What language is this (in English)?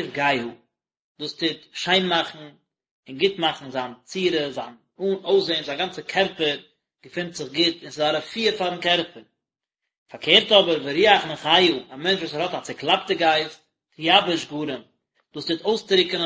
Yiddish